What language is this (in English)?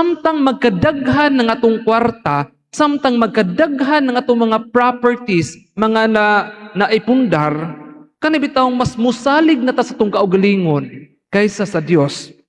Cebuano